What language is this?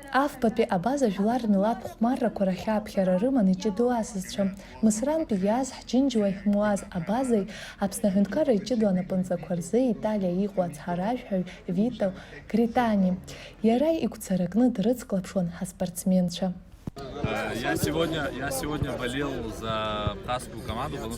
Abkhazian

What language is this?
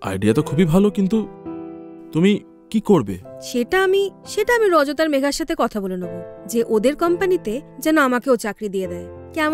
Bangla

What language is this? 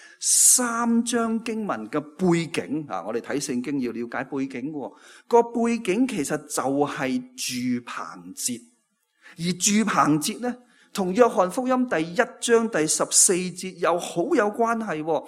Cantonese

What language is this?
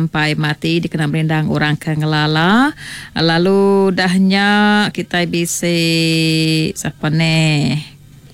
Iban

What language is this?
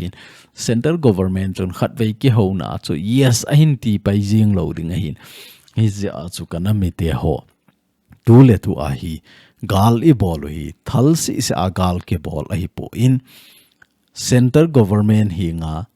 Thado Chin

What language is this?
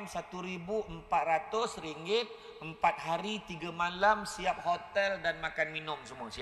Malay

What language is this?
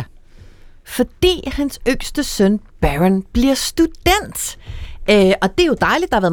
Danish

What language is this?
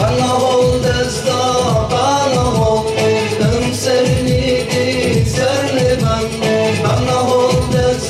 Zaza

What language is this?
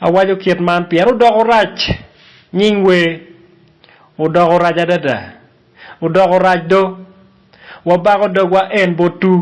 Acoli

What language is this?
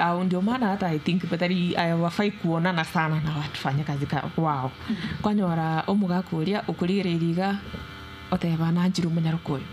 Gusii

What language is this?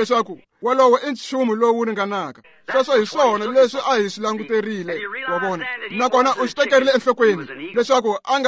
Tsonga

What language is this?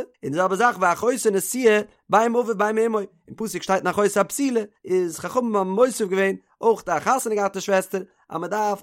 Yiddish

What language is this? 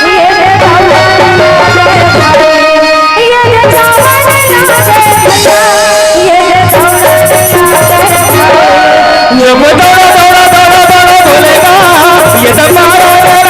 Chhattisgarhi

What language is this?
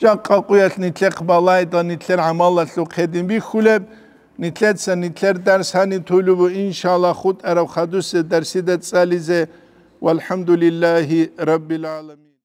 Avaric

